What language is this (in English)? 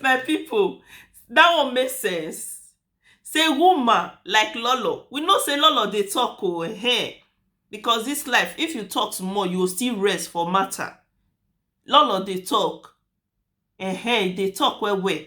Nigerian Pidgin